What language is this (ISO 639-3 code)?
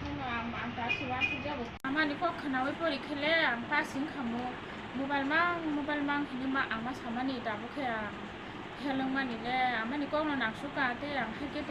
trp